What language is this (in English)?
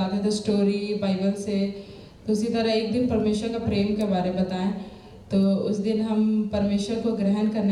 Hindi